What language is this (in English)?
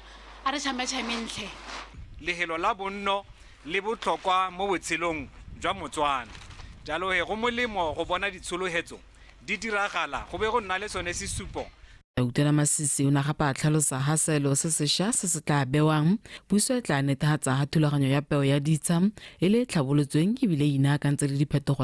Tswana